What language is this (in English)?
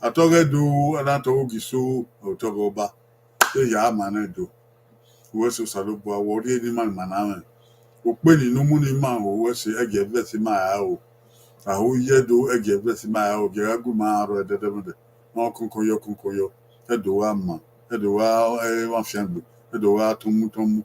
Bini